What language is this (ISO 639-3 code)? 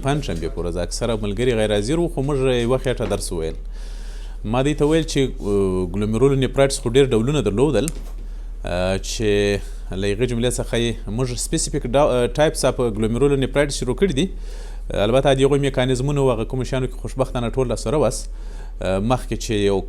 pus